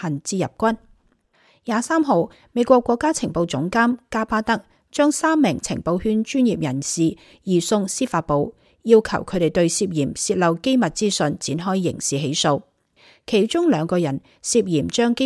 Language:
Cantonese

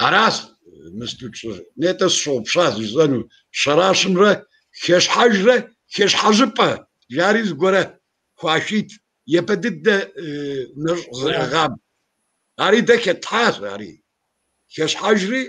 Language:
Kabardian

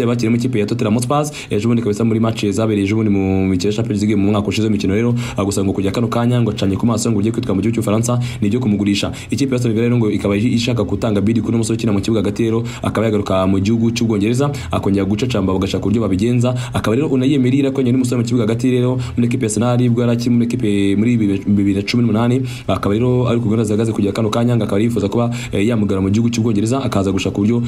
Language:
Kinyarwanda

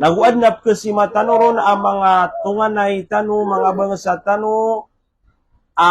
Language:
Maranao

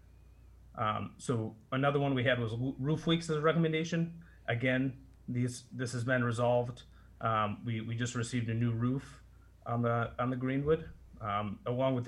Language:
English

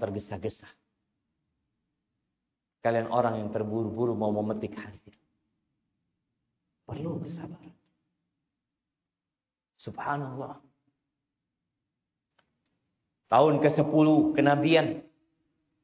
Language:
Indonesian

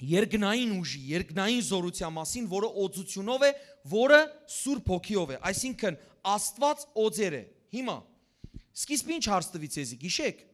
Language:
Western Armenian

